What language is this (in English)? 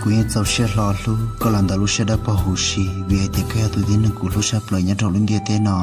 Hmong